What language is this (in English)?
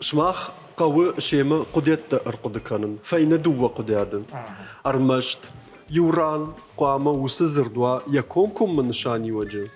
Ossetic